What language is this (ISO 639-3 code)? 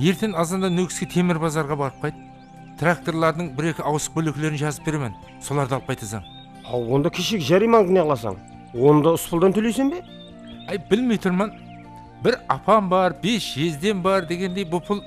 kaa